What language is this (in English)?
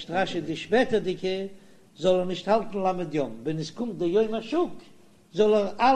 Yiddish